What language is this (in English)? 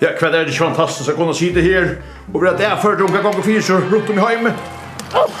Faroese